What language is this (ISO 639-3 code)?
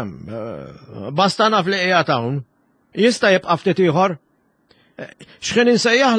mlt